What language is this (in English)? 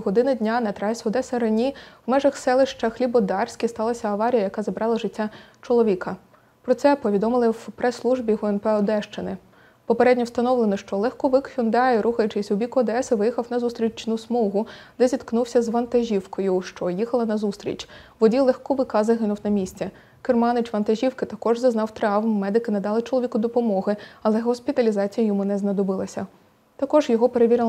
Ukrainian